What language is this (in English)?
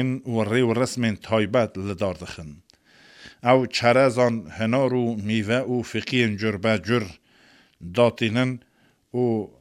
Kurdish